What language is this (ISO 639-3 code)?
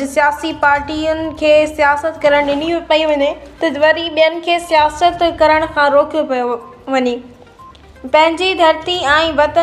snd